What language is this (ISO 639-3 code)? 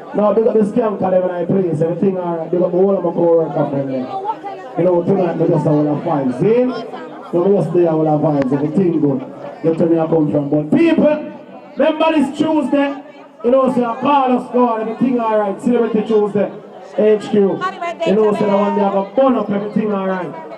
jam